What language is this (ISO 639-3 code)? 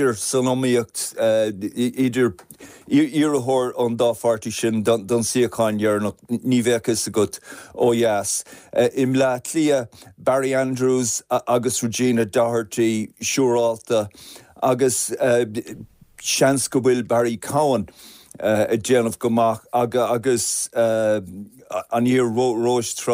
gle